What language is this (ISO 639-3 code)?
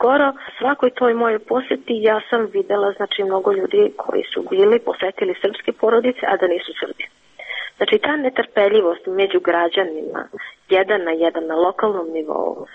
srp